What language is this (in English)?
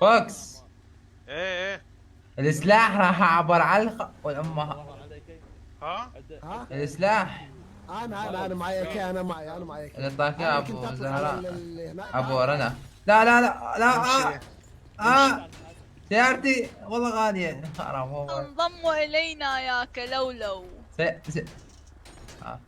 Mesopotamian Arabic